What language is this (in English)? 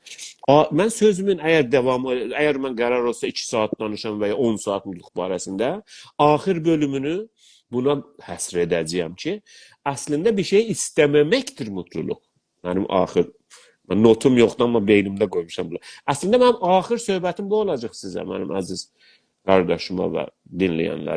South Azerbaijani